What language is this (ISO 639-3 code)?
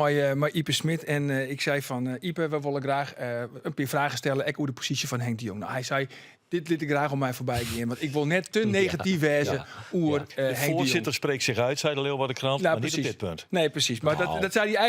fry